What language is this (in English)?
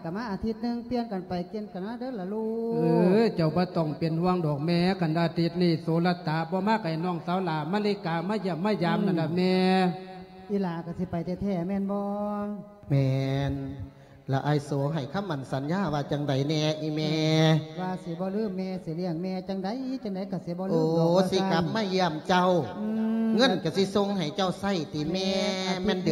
Lao